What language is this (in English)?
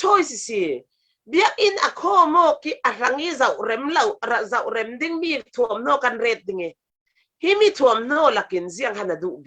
Falam Chin